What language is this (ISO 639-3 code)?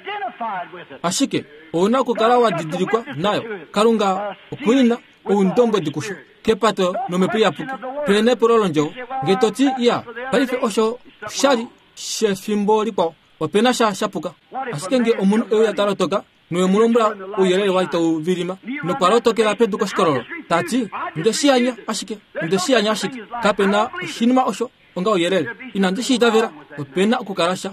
kua